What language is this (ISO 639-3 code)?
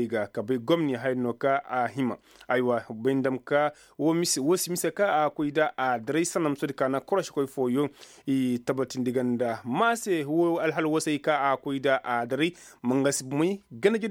ses